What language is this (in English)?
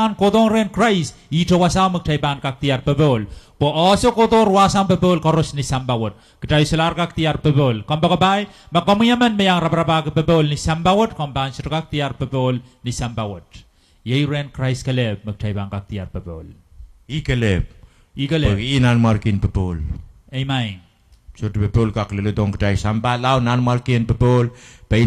Pohnpeian